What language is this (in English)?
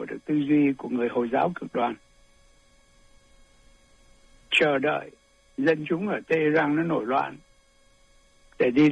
Vietnamese